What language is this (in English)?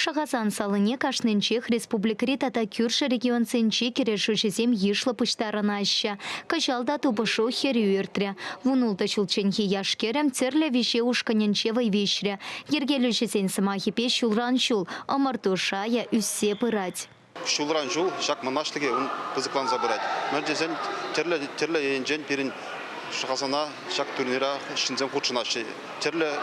Chuvash